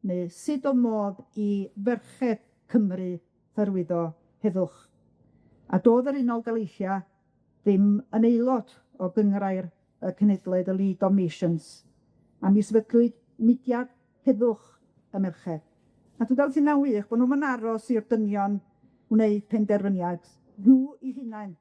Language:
Welsh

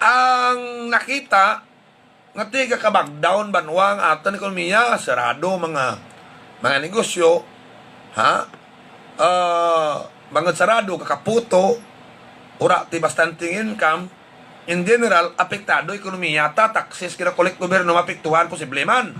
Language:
Hiligaynon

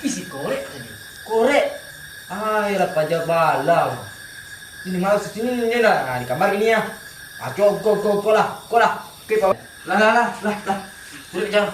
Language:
Minangkabau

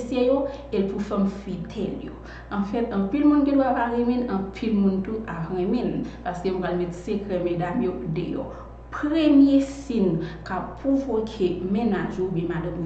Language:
Haitian Creole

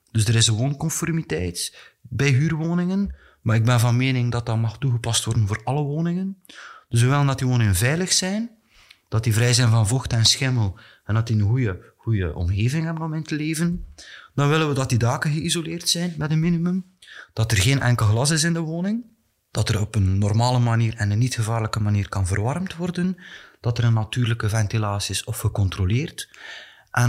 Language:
Dutch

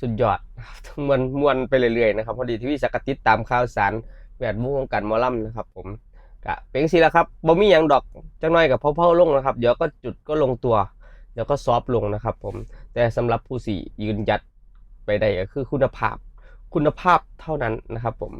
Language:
Northeastern Thai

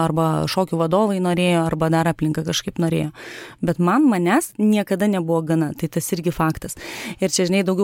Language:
Lithuanian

